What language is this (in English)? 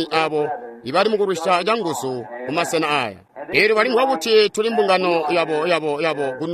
Tonga (Zambia)